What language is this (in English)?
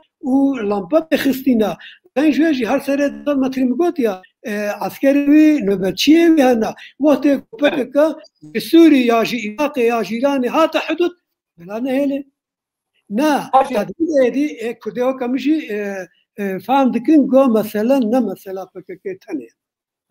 Kurdish